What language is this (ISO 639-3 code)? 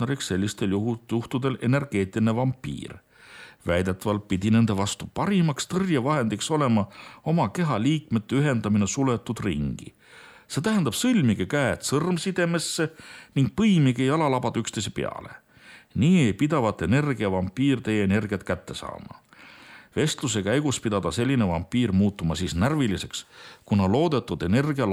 est